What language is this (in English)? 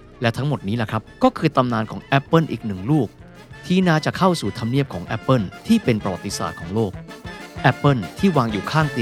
Thai